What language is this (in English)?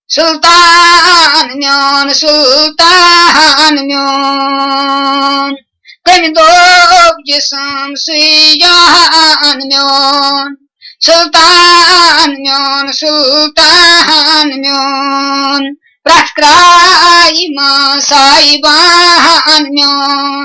Kashmiri